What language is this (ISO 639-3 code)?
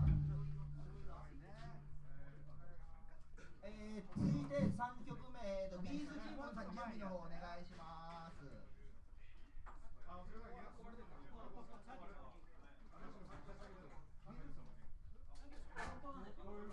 jpn